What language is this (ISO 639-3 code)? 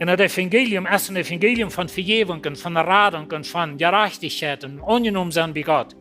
pdt